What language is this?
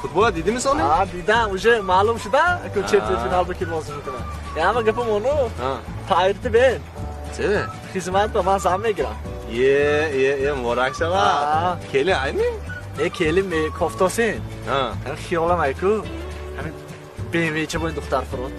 Tajik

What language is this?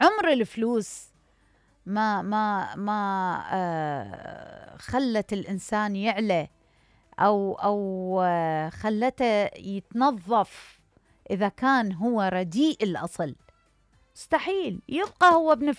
Mesopotamian Arabic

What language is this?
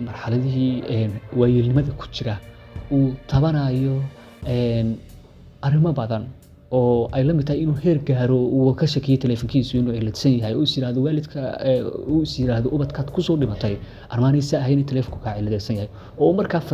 Somali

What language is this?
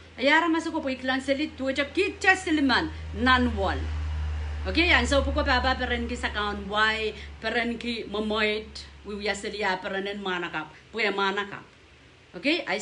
Pohnpeian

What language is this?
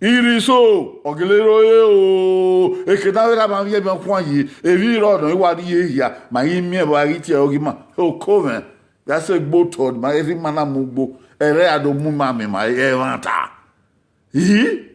Bini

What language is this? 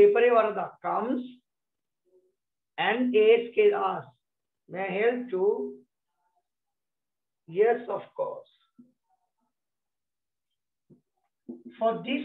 English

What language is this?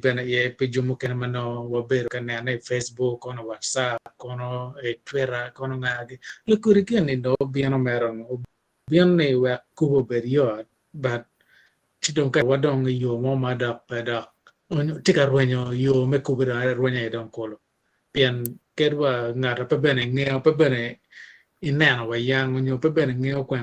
Acoli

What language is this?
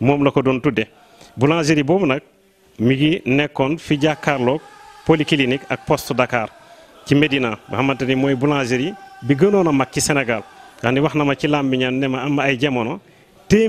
Wolof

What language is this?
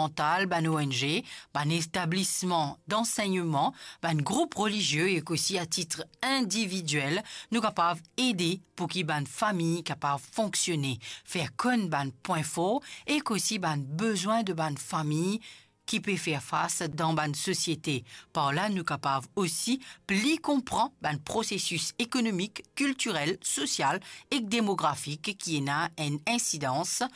Morisyen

